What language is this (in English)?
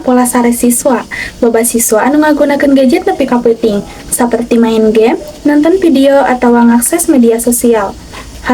Sundanese